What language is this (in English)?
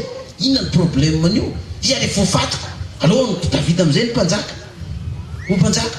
Malagasy